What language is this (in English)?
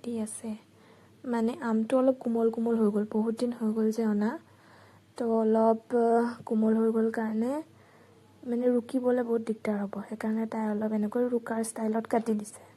Assamese